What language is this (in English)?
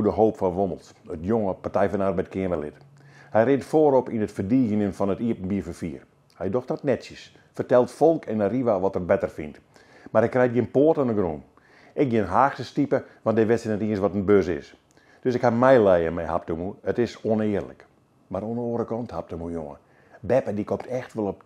Western Frisian